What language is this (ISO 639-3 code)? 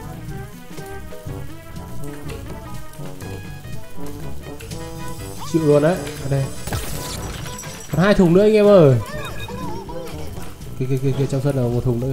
vie